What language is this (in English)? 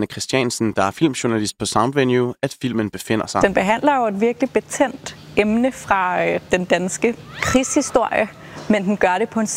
Danish